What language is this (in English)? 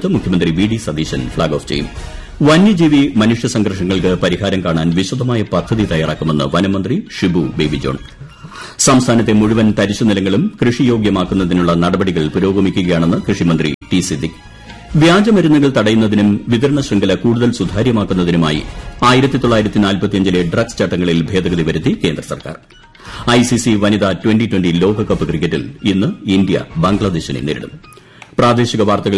Malayalam